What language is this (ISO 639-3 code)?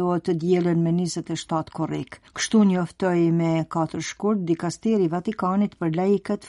sqi